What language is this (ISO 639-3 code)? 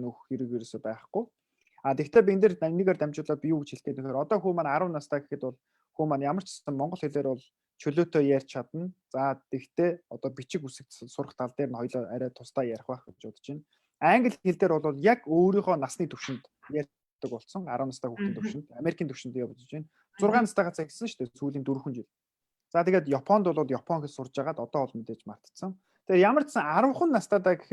mon